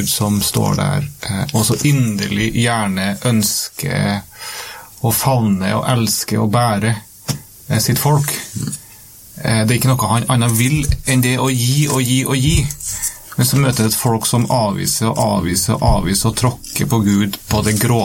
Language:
Norwegian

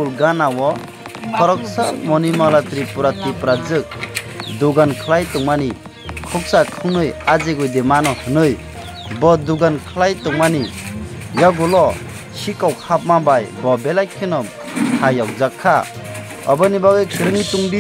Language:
Kok Borok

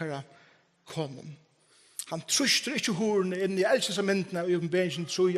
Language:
Faroese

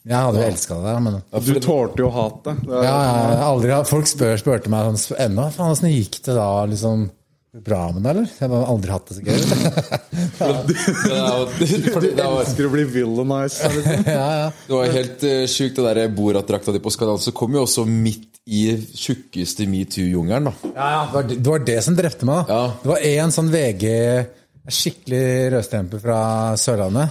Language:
Norwegian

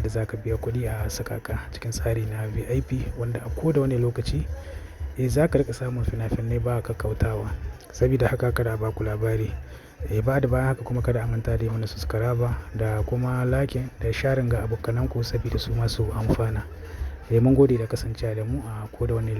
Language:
Hausa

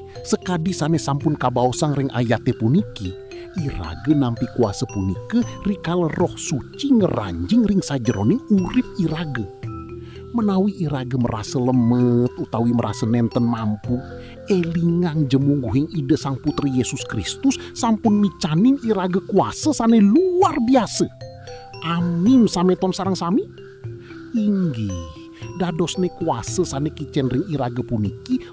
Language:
Balinese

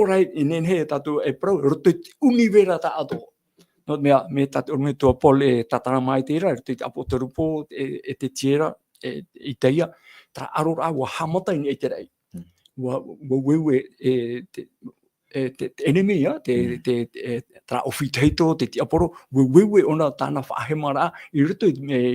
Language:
Tahitian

